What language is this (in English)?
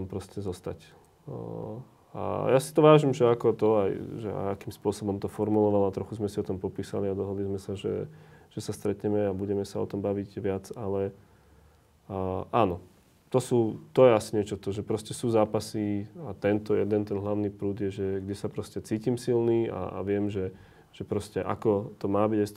Slovak